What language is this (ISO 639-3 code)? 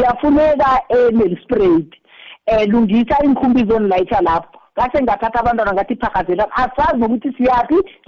nbl